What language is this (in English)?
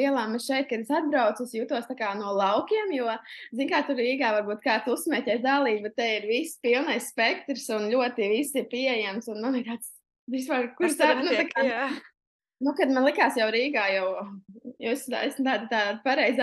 Latvian